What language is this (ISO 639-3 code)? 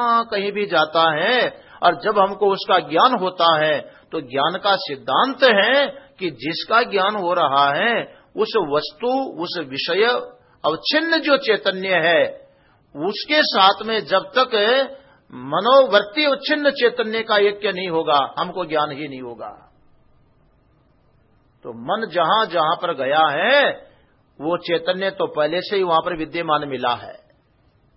hin